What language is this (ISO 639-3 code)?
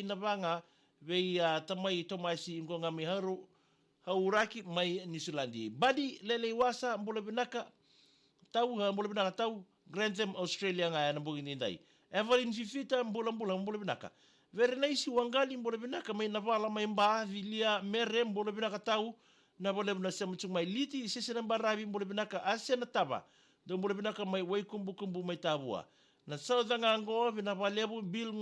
fij